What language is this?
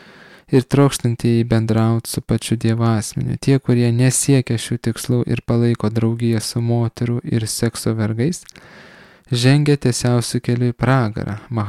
Lithuanian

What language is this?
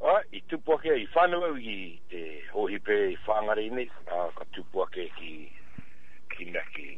Māori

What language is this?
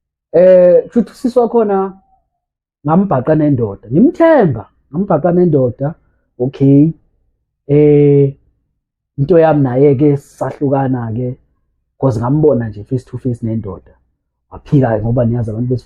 Zulu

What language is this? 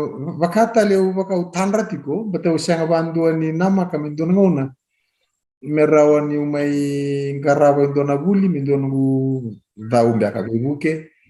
Fijian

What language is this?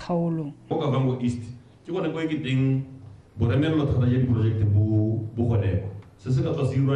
Tswana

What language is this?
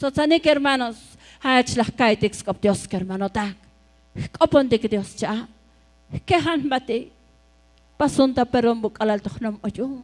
Tzotzil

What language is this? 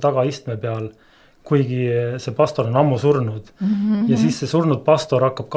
Estonian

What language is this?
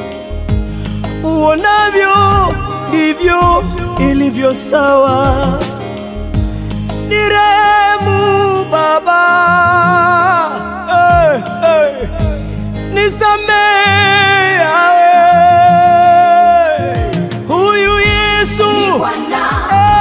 Swahili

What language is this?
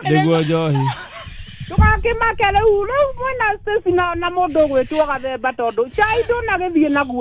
Kikuyu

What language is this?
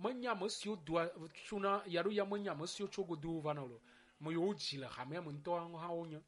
Ewe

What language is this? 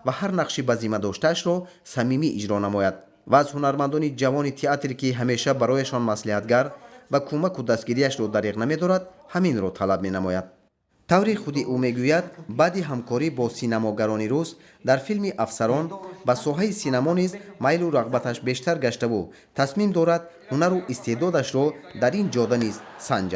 Tajik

